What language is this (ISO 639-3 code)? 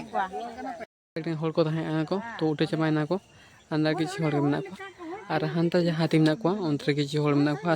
sat